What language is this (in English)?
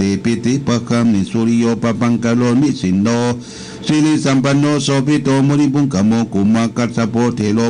Pali